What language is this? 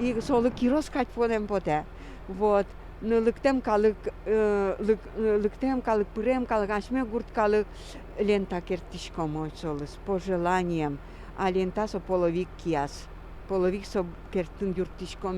Udmurt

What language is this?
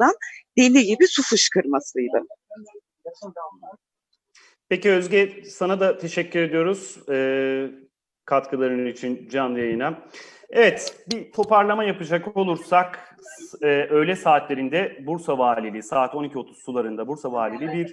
Turkish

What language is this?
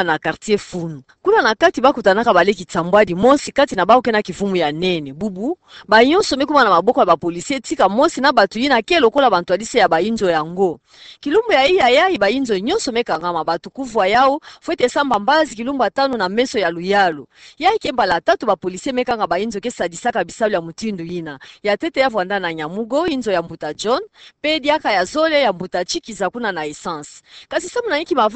Kituba (Democratic Republic of Congo)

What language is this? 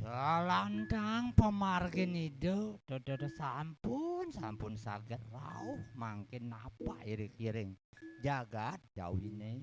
Balinese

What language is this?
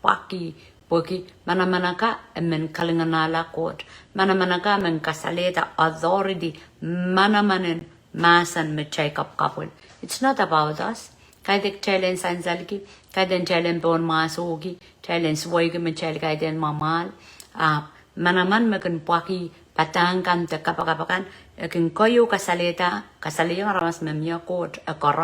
Pohnpeian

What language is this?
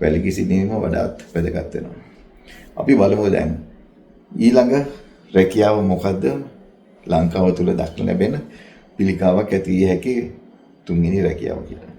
Sinhala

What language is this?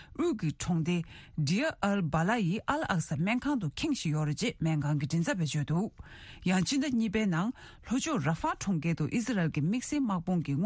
Tibetan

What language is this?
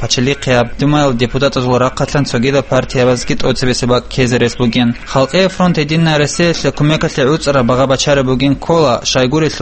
Avaric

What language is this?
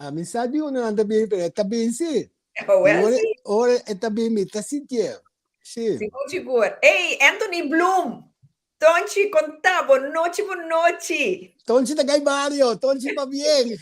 Papiamento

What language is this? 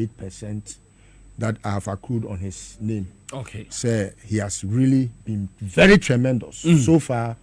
Akan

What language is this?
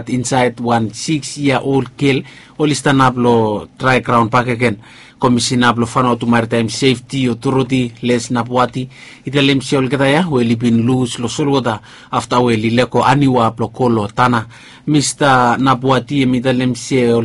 Bislama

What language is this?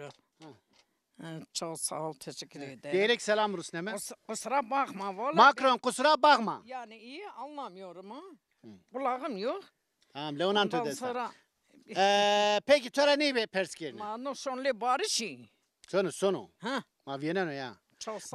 Zaza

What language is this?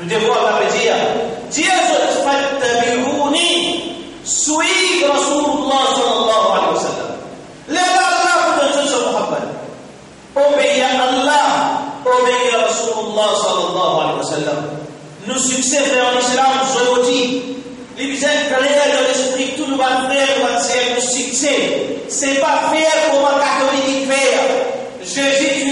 Morisyen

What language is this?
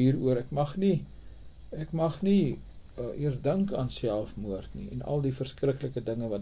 Afrikaans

